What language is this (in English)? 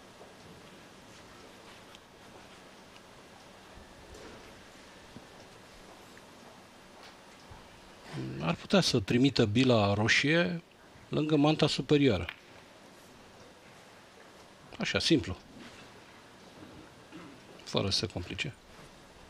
Romanian